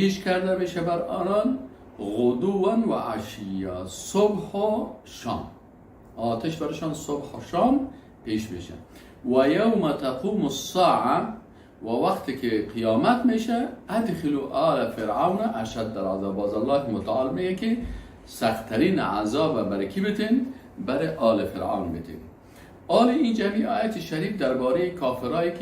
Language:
Persian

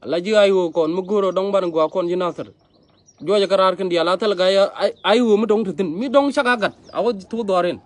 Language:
Nuer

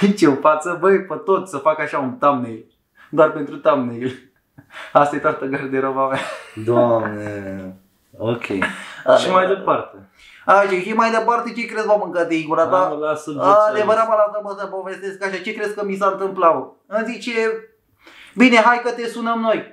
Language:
Romanian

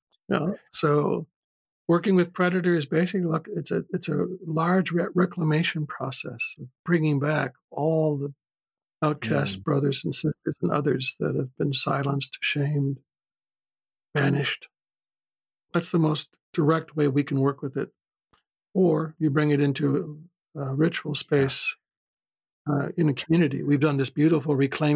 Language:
English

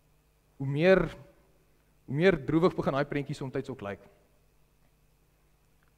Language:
Afrikaans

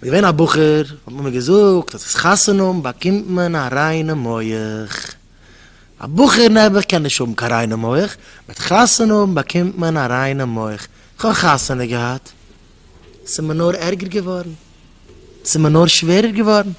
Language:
Yiddish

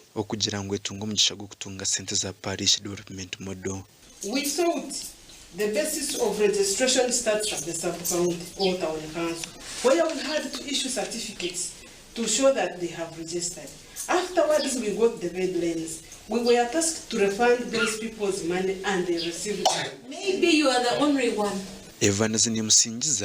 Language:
Nyankole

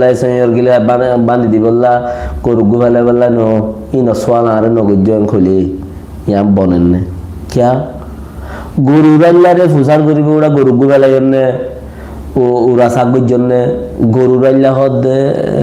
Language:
Rohingya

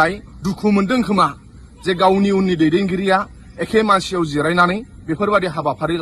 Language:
Bodo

